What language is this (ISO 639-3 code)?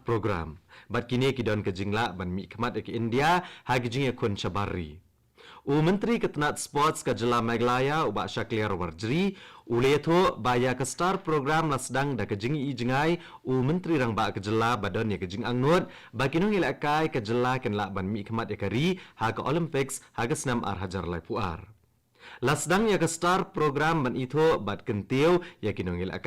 kha